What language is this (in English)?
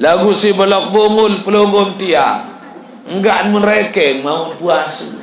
Sasak